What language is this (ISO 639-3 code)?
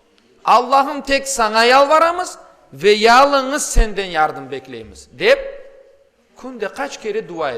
crh